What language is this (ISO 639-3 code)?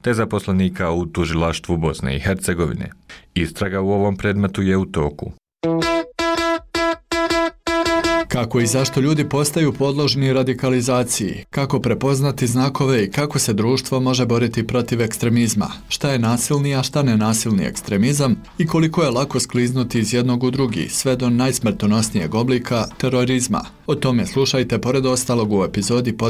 bos